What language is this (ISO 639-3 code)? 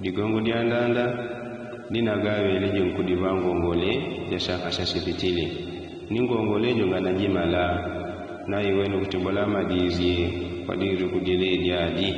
yao